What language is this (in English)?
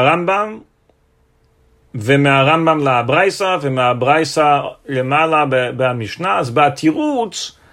Hebrew